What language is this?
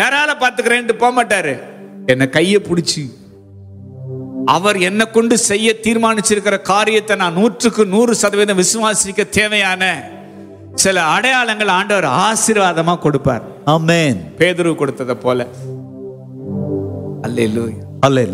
Tamil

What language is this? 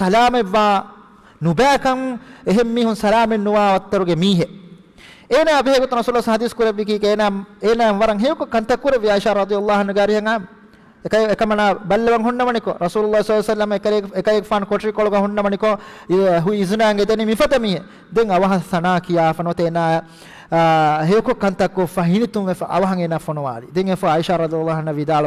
Divehi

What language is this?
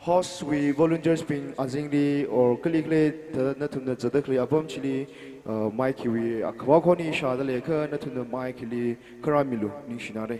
Tangkhul Naga (India)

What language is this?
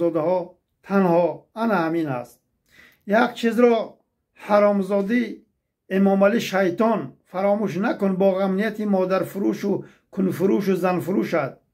Tajik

